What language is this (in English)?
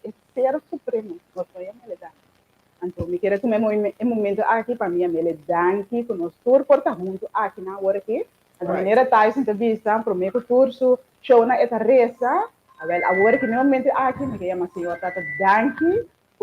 Papiamento